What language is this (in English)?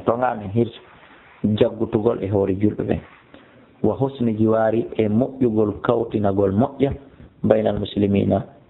Fula